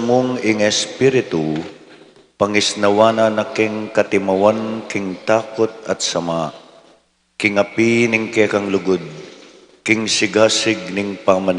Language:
Pampanga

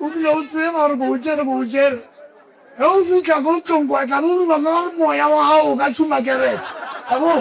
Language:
Northern Sotho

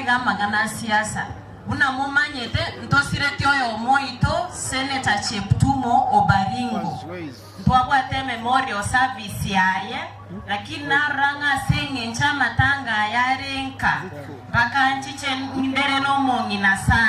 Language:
Gusii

